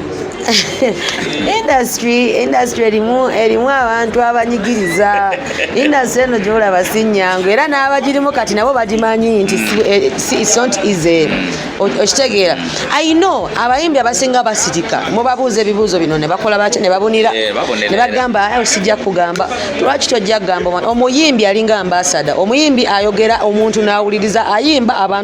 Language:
Ganda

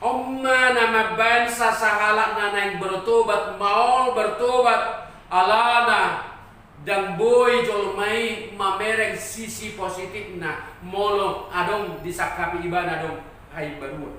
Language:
Batak Toba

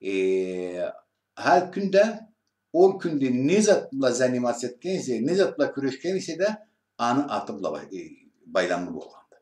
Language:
Karachay-Balkar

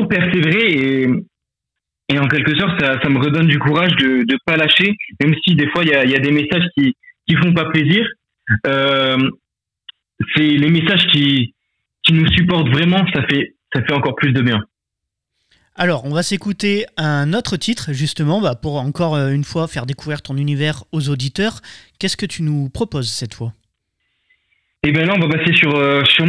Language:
French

